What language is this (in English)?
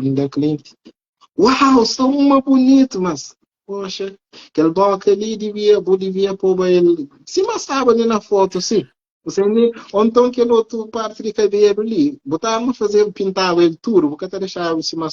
Kabuverdianu